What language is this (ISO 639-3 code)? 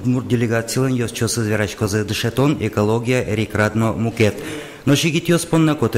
udm